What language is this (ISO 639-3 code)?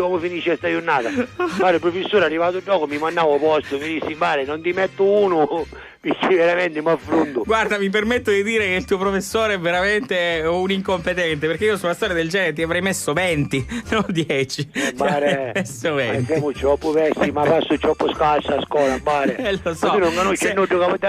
scn